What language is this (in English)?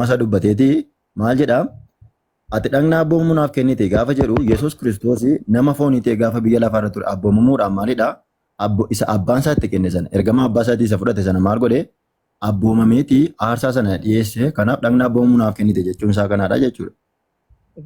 Oromo